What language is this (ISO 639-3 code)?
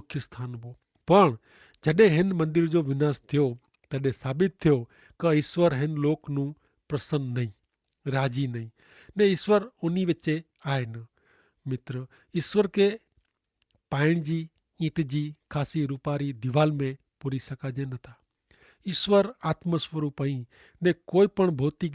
kfr